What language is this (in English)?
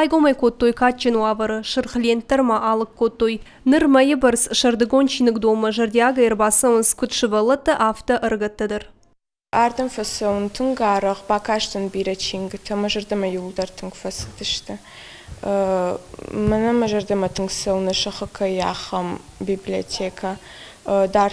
Ossetic